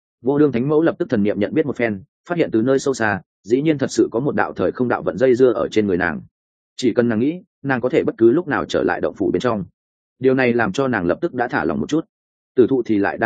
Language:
Vietnamese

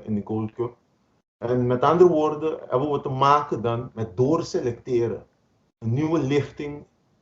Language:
Papiamento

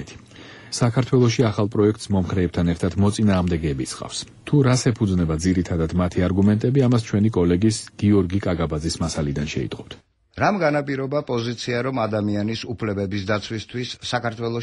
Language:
Georgian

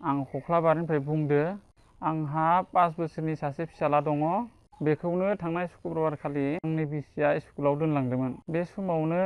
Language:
Bodo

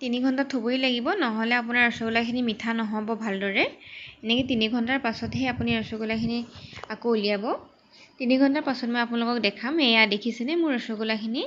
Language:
Assamese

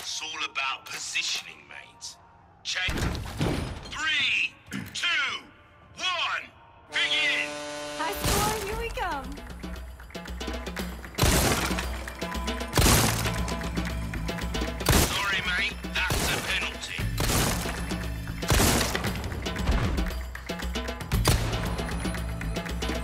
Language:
English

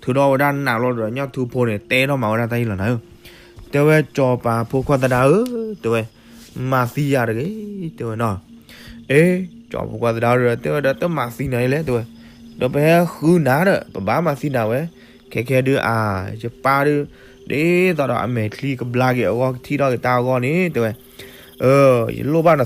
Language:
S'gaw Karen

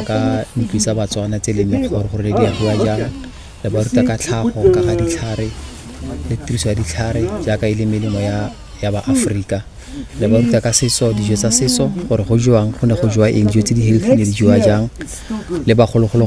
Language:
Tswana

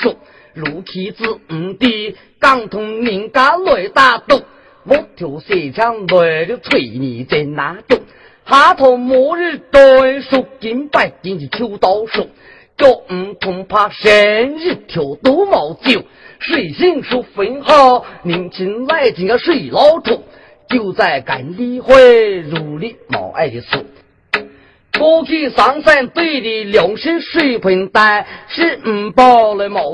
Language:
Hakka Chinese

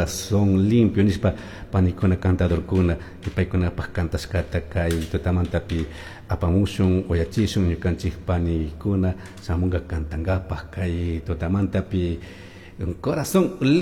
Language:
Chimborazo Highland Quichua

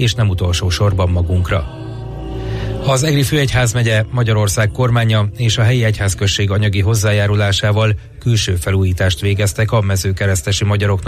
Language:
Hungarian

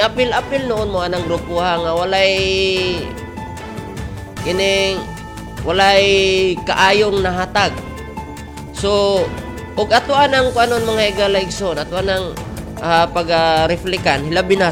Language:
Cebuano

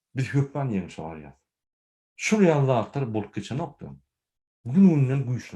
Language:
Turkmen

